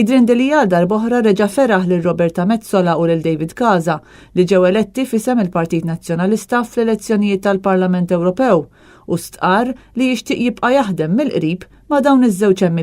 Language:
Maltese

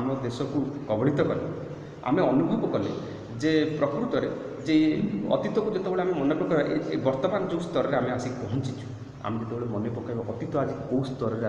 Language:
Odia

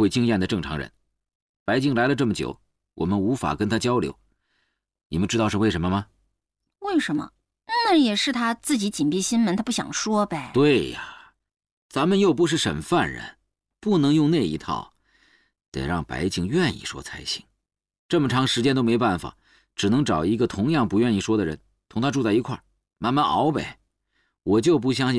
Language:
Chinese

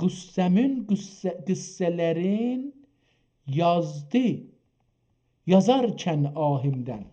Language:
South Azerbaijani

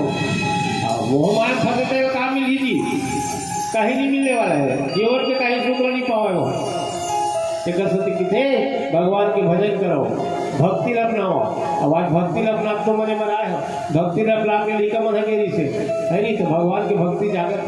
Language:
Chhattisgarhi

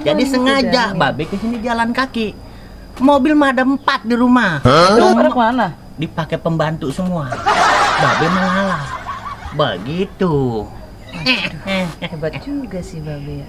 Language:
Betawi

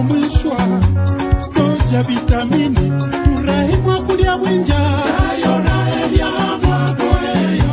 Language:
Swahili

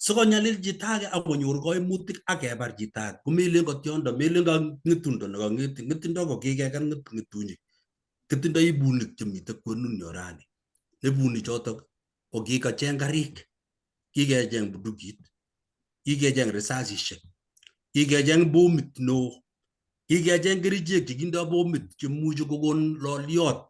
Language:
Kalenjin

